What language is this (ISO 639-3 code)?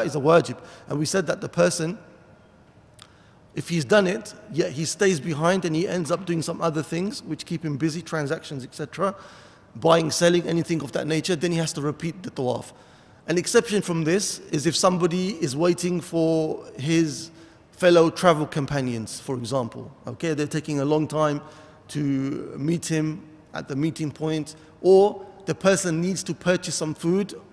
eng